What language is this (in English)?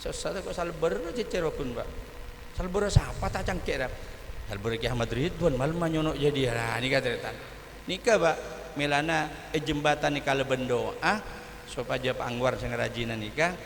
Madurese